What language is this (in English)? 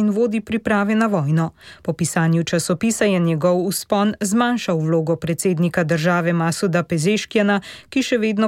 Slovenian